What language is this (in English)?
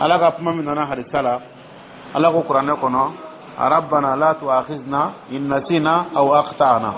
Dyula